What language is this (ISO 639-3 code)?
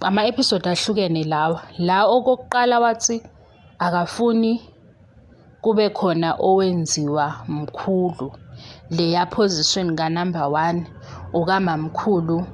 zul